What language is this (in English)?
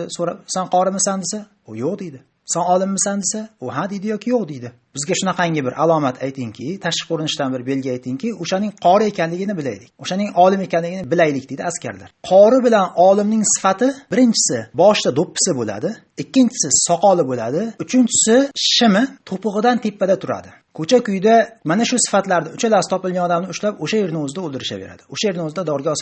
Uzbek